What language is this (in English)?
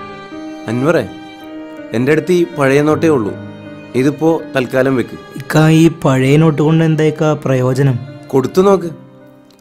Malayalam